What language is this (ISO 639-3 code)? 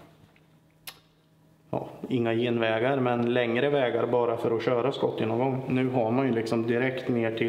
swe